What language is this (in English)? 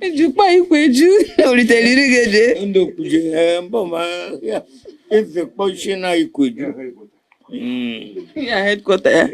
Igbo